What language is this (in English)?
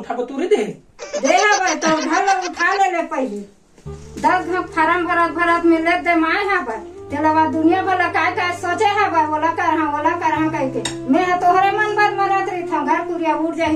Chhattisgarhi